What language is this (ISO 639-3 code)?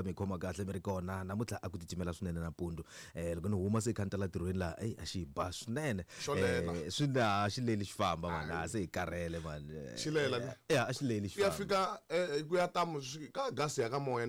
tso